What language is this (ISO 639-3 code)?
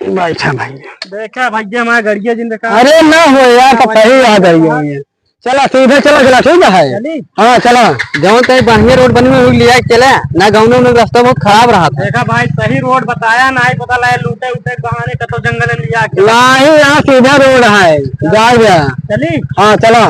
awa